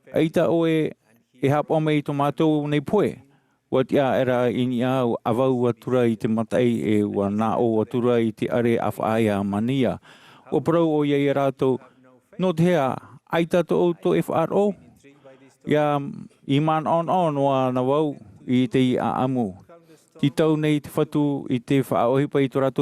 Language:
Tahitian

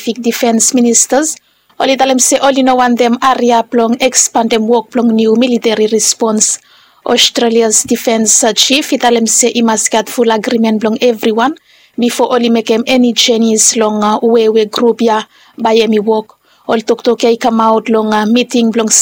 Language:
Bislama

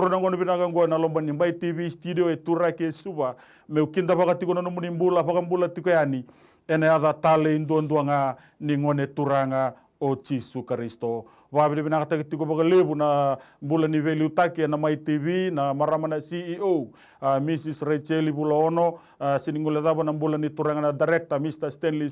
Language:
Fijian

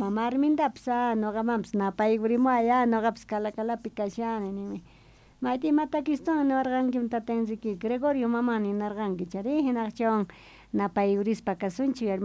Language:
South Bolivian Quechua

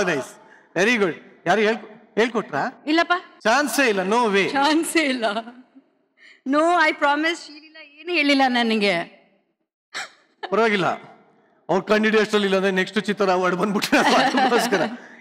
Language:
Kannada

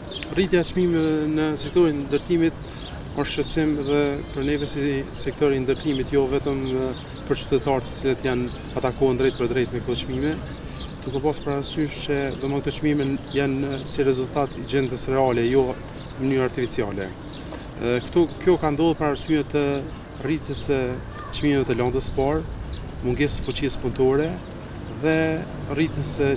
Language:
Albanian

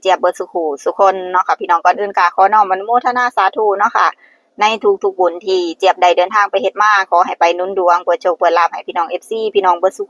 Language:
Northeastern Thai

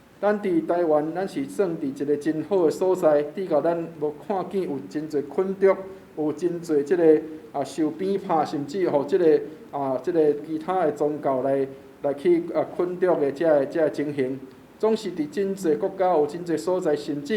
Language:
Min Nan Chinese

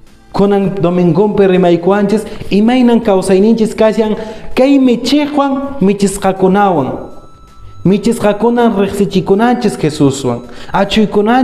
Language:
Quechua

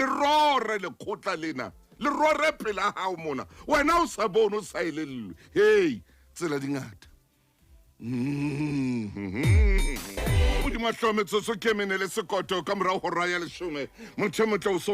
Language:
Southern Sotho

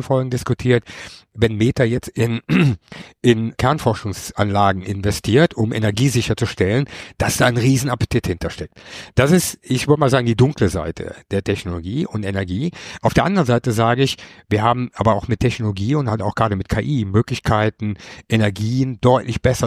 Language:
German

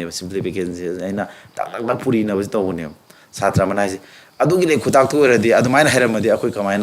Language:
Manipuri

